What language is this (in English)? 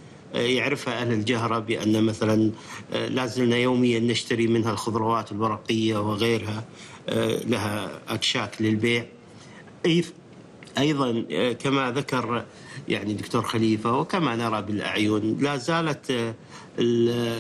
Gulf Arabic